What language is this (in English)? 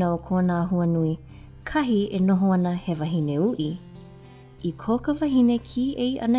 Hawaiian